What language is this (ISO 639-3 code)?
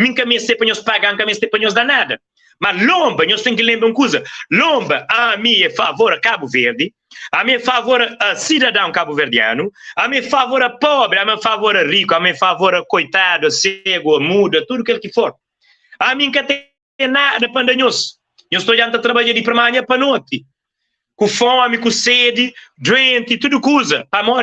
kea